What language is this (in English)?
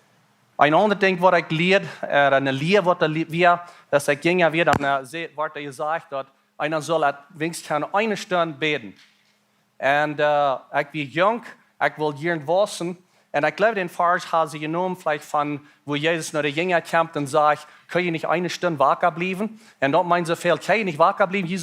Plautdietsch